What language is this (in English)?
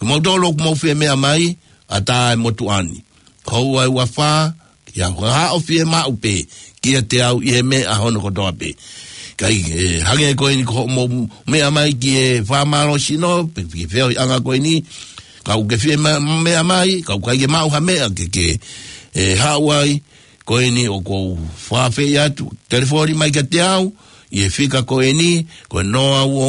Tongan